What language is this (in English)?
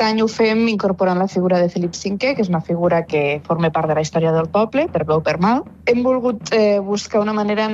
Catalan